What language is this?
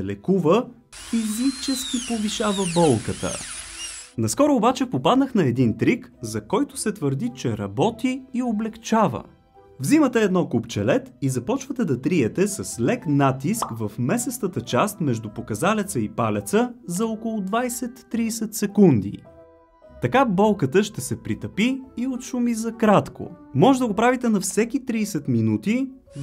Bulgarian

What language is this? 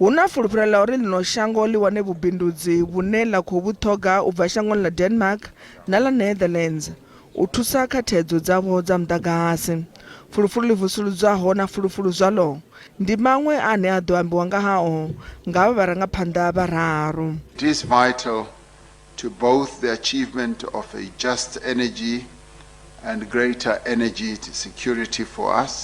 Venda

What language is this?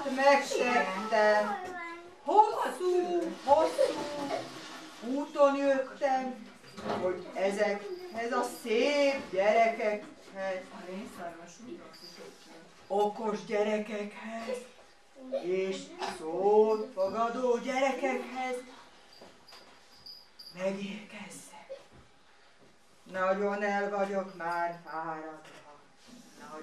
Hungarian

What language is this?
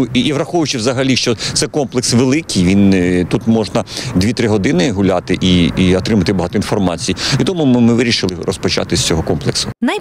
Ukrainian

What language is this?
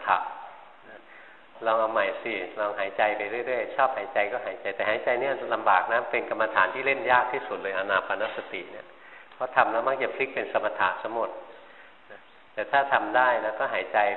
Thai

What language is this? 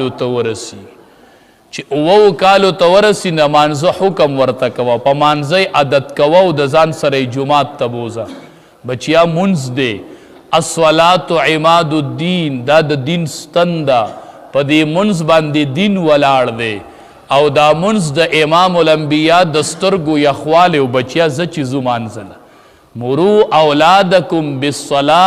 Pashto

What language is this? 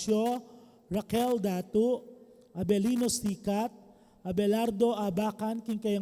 Pampanga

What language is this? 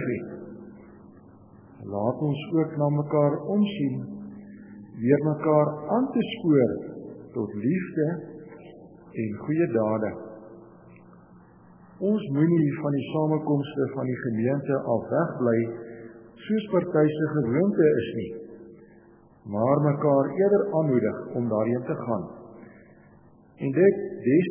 Afrikaans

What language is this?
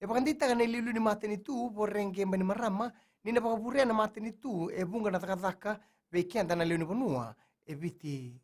Fijian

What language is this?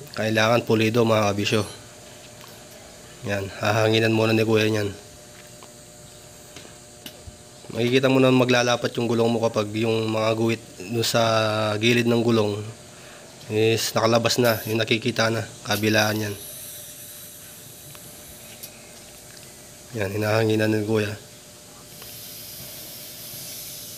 Filipino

